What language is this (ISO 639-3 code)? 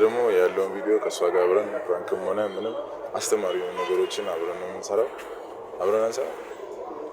amh